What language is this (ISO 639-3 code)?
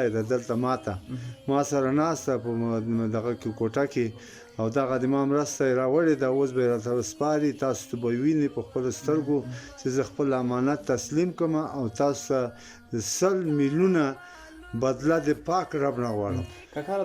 pus